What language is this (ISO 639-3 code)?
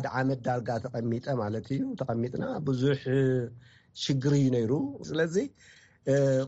tir